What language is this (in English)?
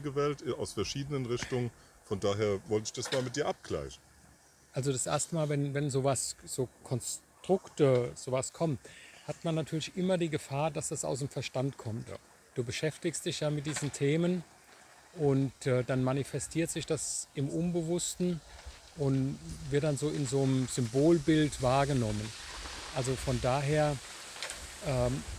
German